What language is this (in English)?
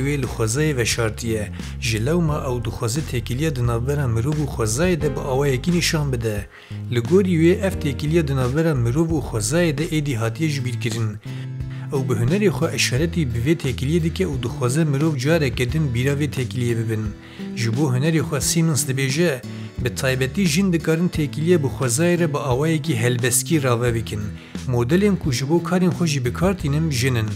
Kurdish